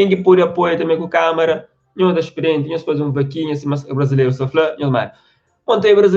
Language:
Kabuverdianu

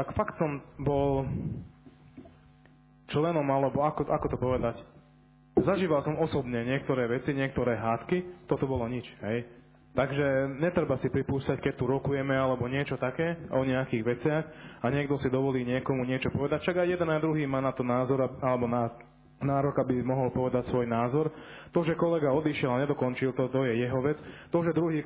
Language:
Slovak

